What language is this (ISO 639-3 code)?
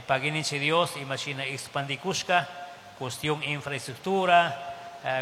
qug